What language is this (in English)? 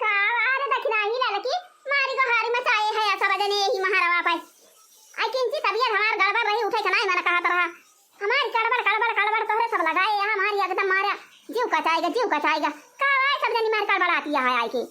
Awadhi